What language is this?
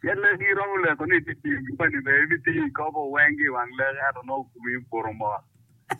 Acoli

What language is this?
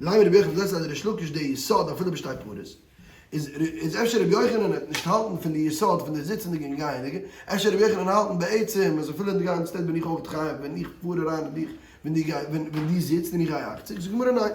Yiddish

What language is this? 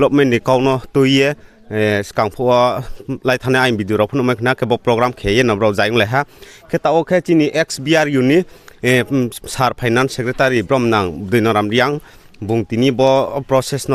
Riang (India)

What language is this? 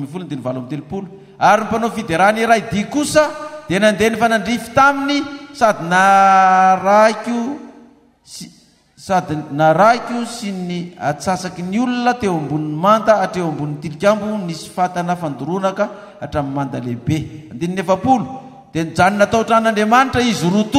Malagasy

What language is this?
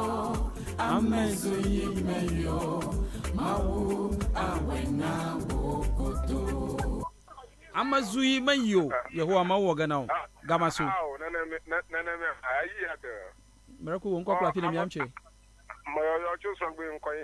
Ewe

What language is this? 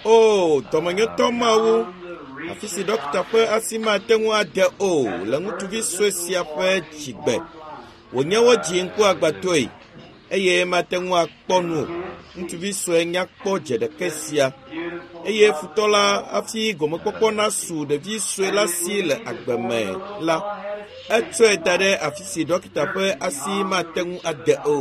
Ewe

